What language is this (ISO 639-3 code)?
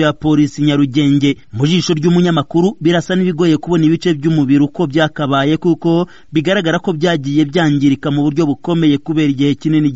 kin